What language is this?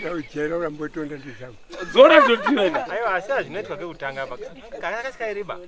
Shona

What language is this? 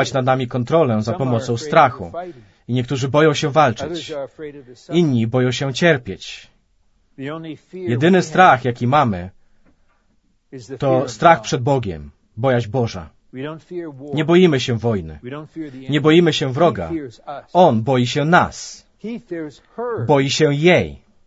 Polish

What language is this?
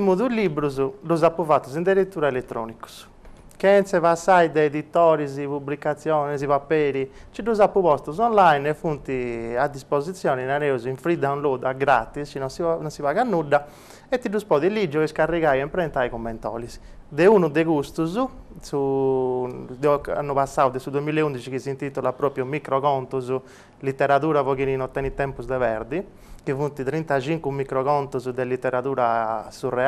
Sardinian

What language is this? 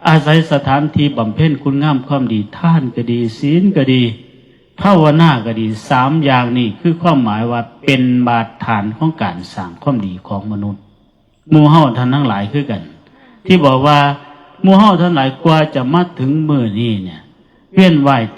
Northeastern Thai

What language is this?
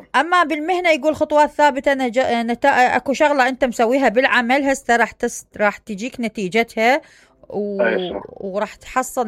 Mesopotamian Arabic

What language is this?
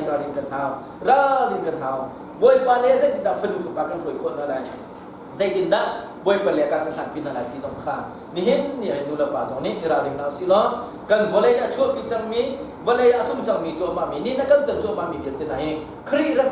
Hakha Chin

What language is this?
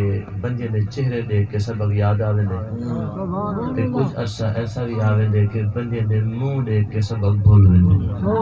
Saraiki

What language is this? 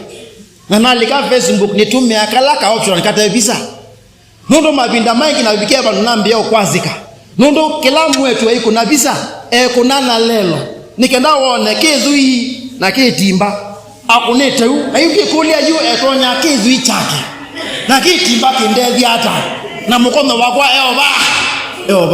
Kamba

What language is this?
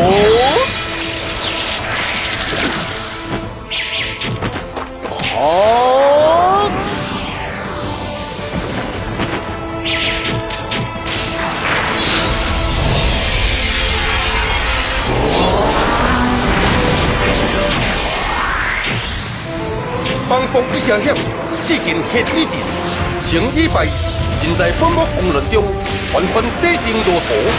Chinese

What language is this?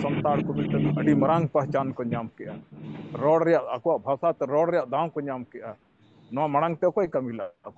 Santali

